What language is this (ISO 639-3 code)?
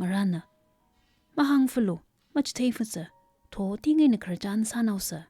nmf